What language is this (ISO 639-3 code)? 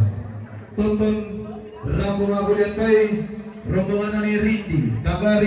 sda